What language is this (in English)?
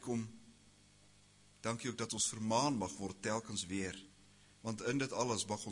Afrikaans